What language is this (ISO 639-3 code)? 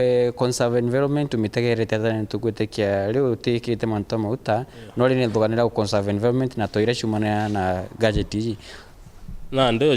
mer